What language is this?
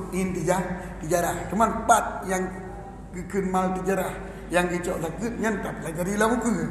Achinese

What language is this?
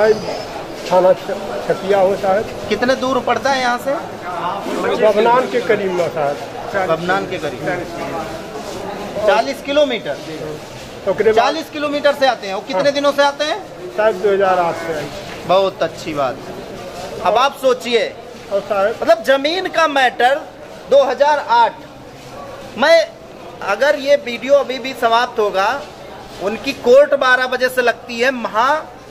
Hindi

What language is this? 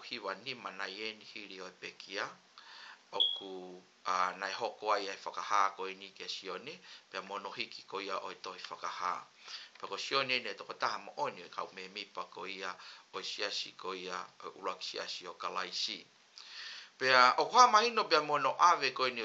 Tongan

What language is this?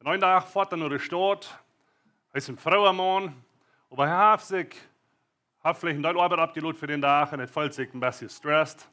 Plautdietsch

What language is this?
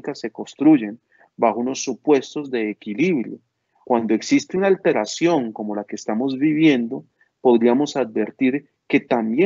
Spanish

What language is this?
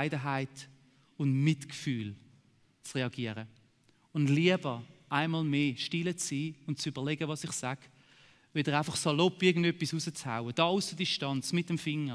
Swiss German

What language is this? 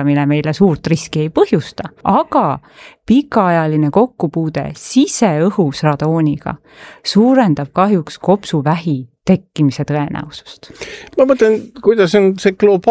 Estonian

